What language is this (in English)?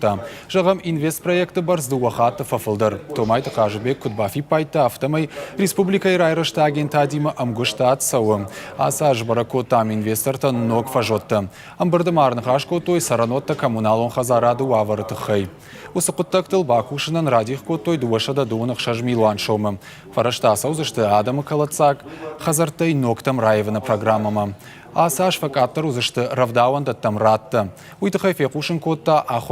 Ossetic